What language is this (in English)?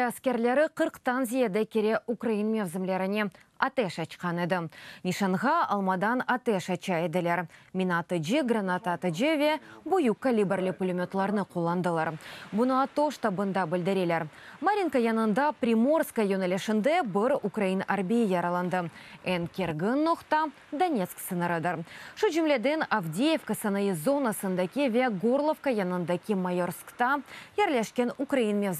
Crimean Tatar